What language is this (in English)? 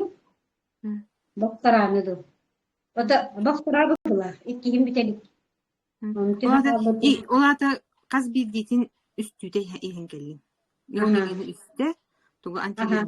Yakut